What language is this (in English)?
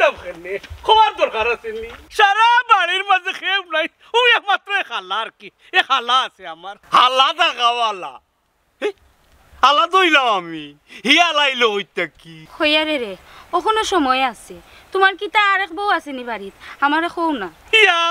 Sylheti